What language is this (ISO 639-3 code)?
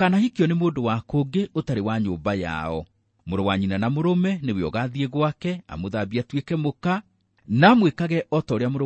kik